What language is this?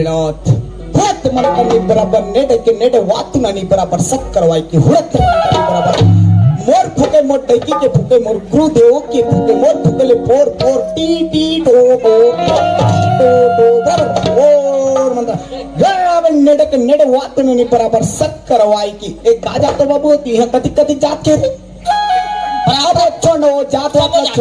Chhattisgarhi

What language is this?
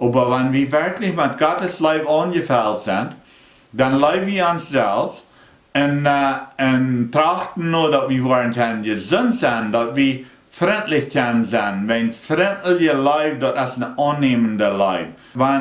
Plautdietsch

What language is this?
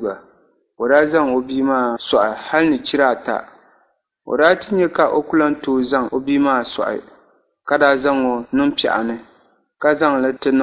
Dagbani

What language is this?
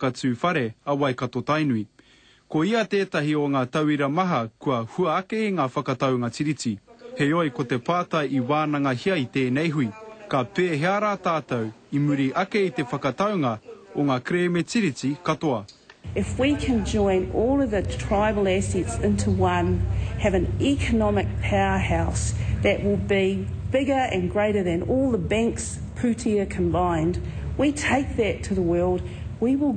Māori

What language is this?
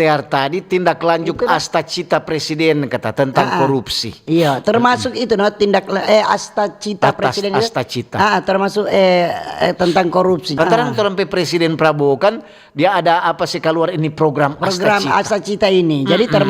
Manado Malay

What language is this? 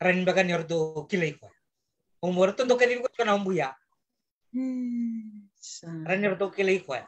Fijian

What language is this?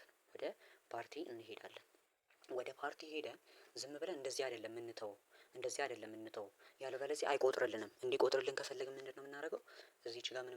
Amharic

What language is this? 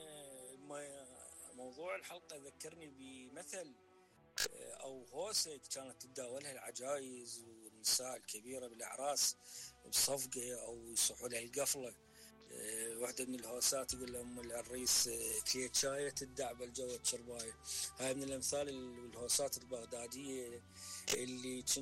Mesopotamian Arabic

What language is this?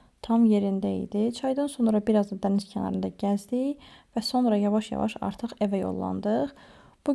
Azerbaijani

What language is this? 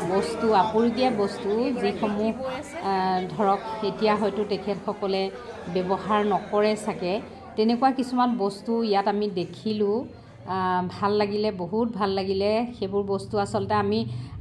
Assamese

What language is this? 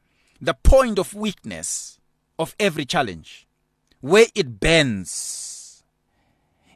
English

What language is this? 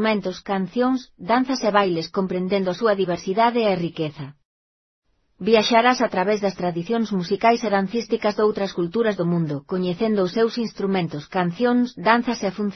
Galician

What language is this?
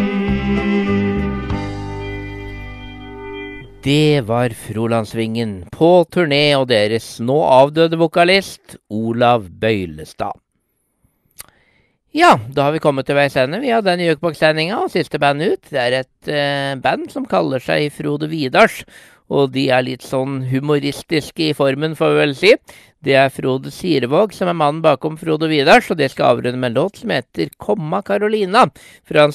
Norwegian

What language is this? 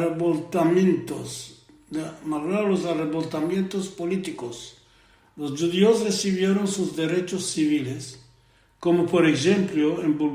Ladino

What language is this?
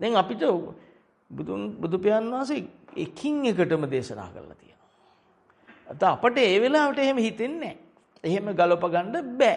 Sinhala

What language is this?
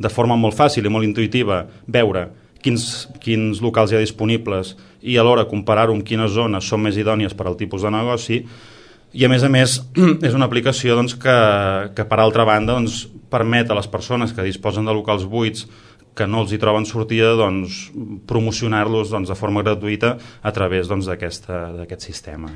Catalan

